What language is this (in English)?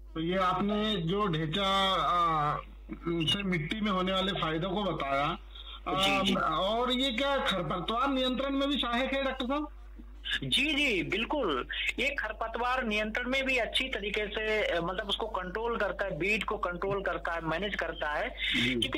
Hindi